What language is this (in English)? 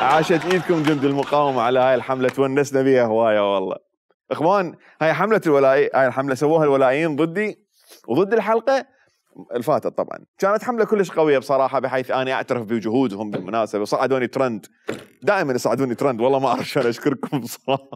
Mesopotamian Arabic